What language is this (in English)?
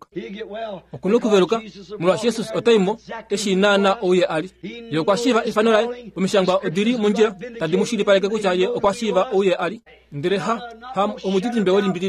Kuanyama